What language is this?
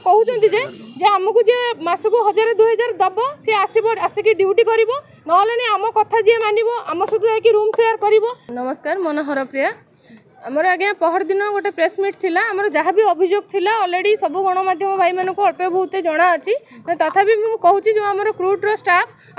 Odia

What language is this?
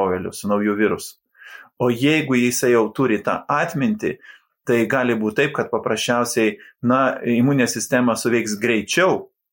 Lithuanian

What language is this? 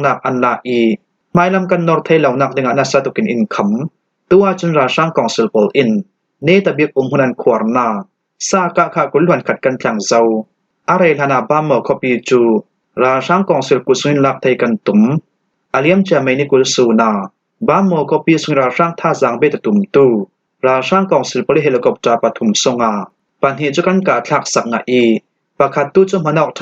Falam Chin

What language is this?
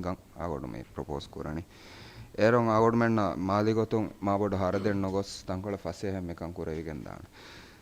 Divehi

